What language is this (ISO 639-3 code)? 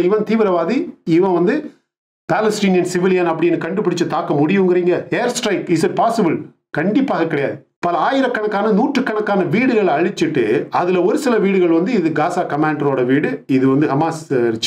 tam